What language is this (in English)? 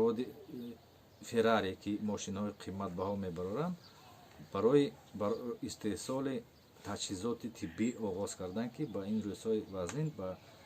Tajik